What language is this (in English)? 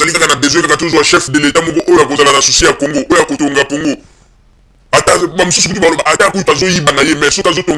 Lingala